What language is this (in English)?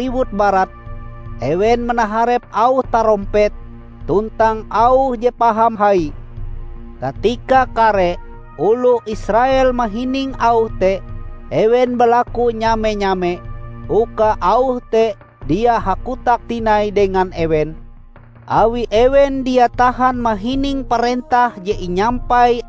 Ngaju